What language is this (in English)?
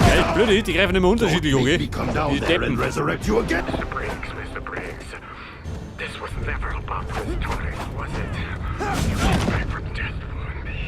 Bavarian